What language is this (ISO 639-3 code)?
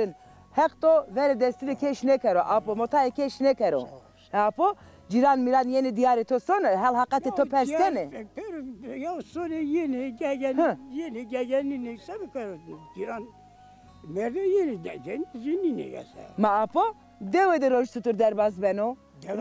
zza